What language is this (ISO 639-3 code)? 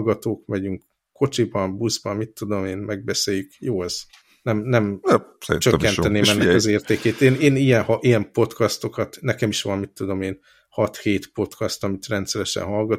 hun